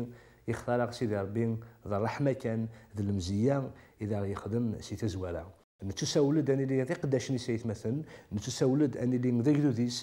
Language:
Kabyle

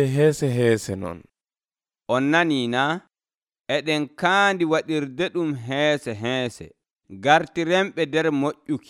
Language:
Nigerian Fulfulde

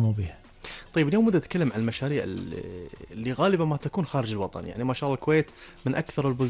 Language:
Gulf Arabic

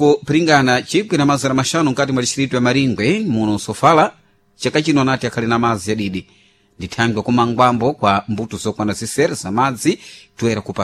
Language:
Sena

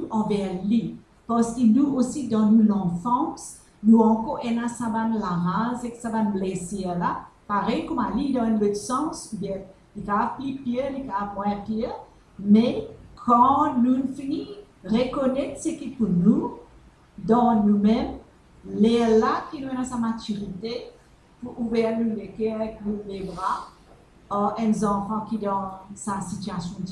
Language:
Morisyen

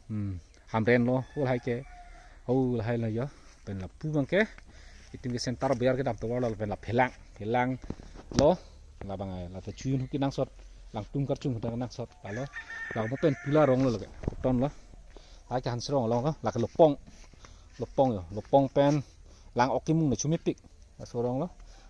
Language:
Karbi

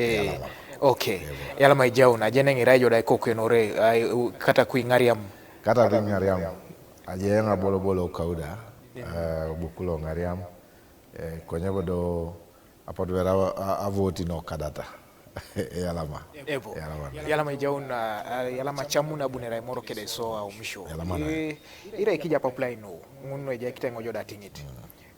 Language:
Teso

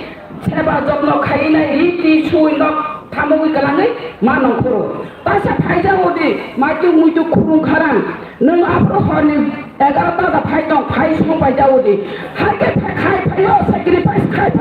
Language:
Kok Borok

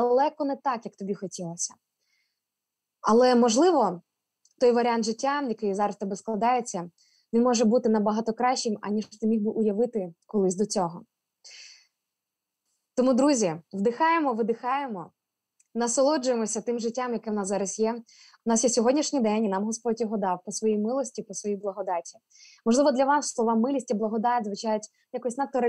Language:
Ukrainian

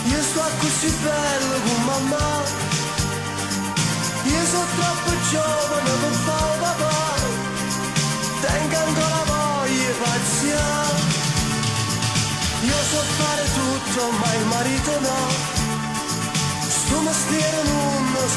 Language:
Italian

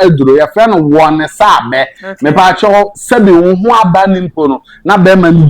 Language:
Akan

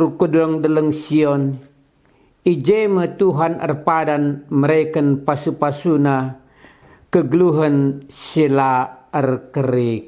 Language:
Batak Karo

